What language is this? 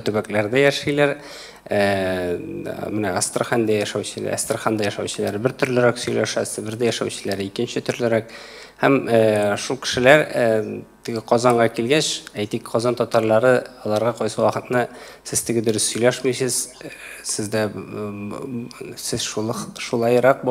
Tatar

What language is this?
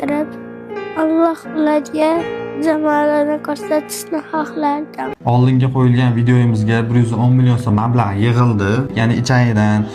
Uzbek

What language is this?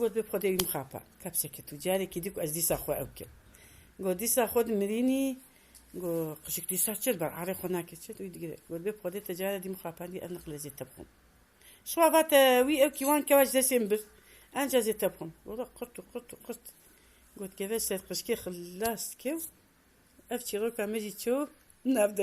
Kurdish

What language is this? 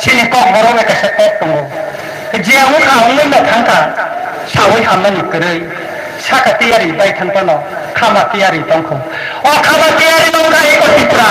Kok Borok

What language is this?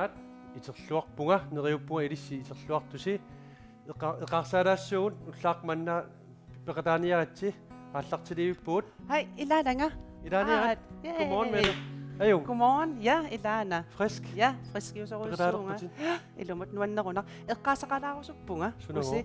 Kalaallisut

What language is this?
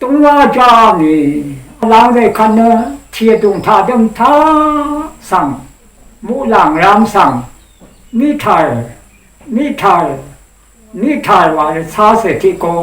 Rawang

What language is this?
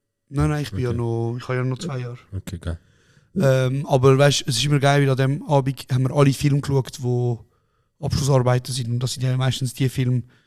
Swiss German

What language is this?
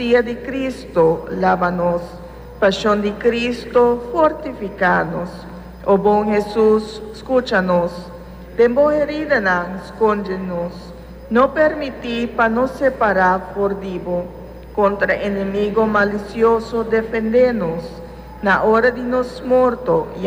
Papiamento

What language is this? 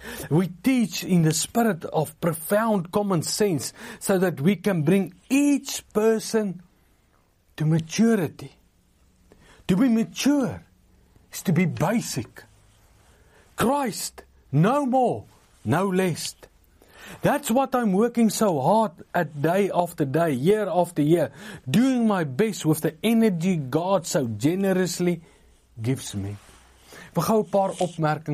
Afrikaans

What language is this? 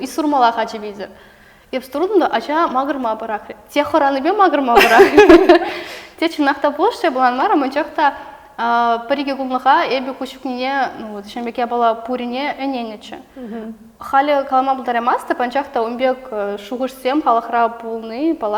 Chuvash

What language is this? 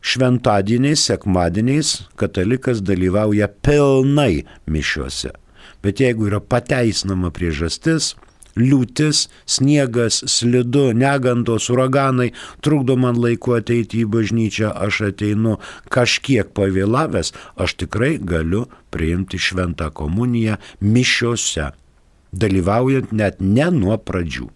Lithuanian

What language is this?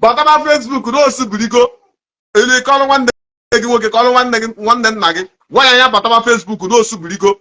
Igbo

